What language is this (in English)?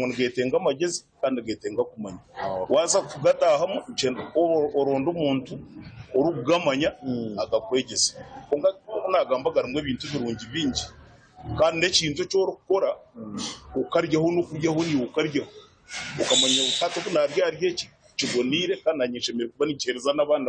Nyankole